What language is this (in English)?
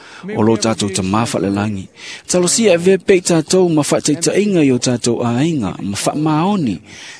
Samoan